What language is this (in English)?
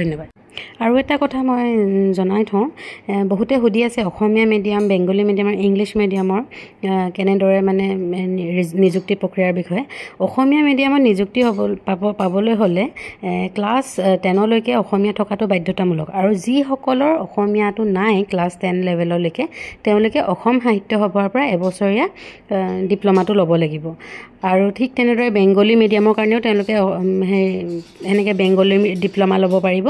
Assamese